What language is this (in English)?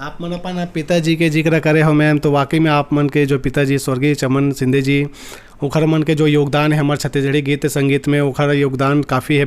Chhattisgarhi